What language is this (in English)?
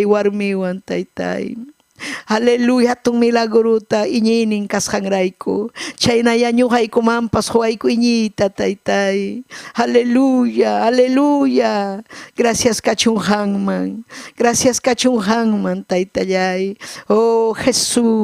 Ayacucho Quechua